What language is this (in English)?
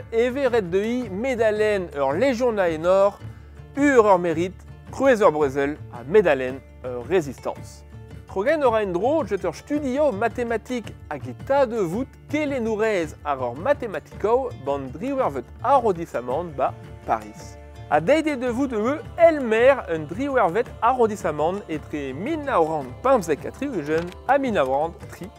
Breton